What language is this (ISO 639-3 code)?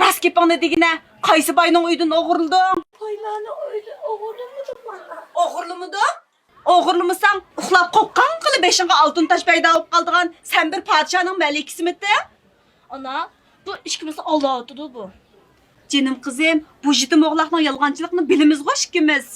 uig